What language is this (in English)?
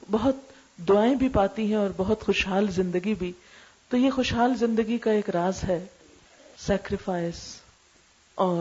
Urdu